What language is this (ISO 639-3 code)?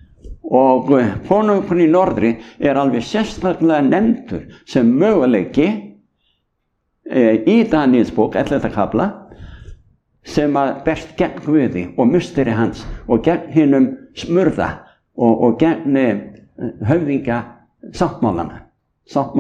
isl